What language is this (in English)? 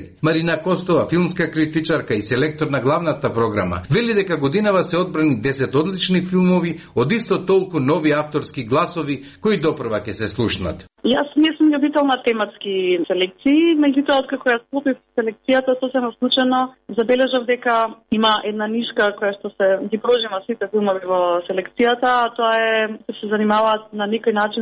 Macedonian